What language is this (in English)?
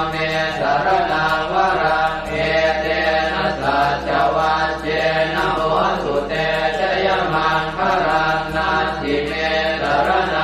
Pali